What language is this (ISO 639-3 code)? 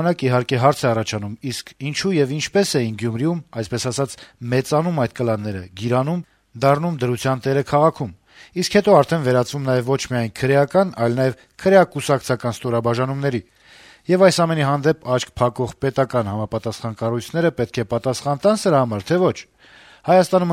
hye